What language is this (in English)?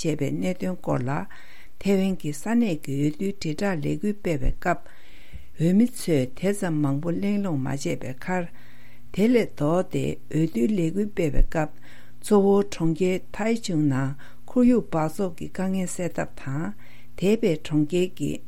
Tibetan